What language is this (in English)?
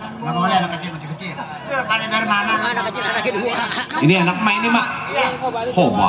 Betawi